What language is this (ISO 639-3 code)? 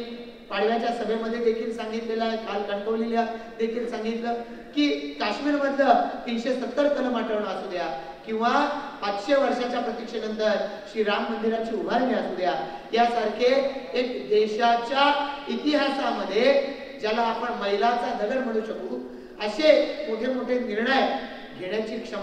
mar